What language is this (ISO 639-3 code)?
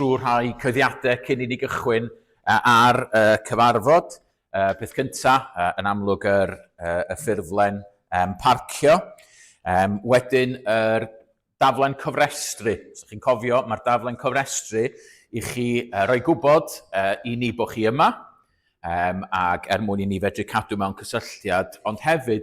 cym